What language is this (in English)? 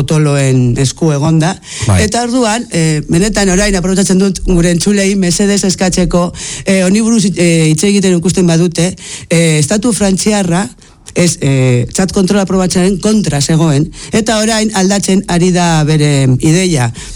Basque